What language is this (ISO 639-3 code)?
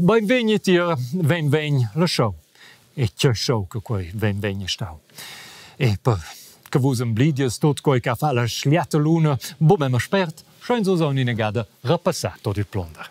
roh